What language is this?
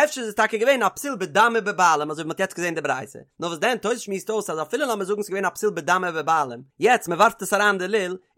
Yiddish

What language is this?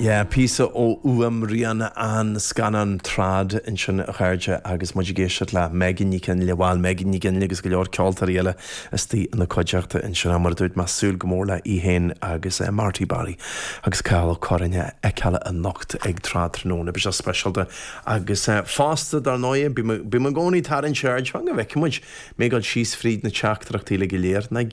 Irish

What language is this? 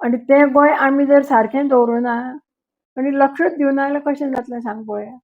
Konkani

